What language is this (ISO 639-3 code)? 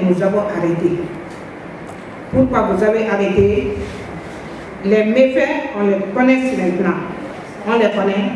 fra